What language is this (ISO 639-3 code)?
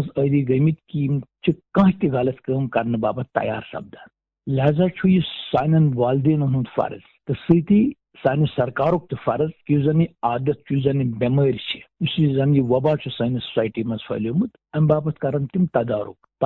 kas